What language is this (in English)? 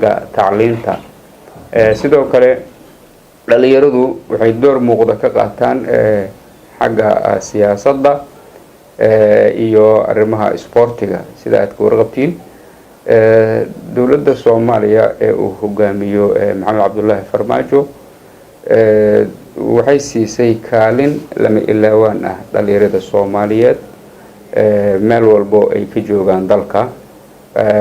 Somali